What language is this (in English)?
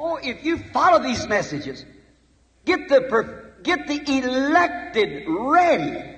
Xhosa